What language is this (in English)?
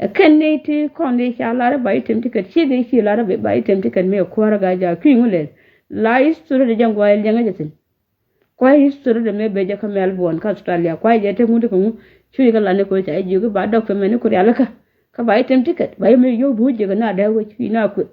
Nuer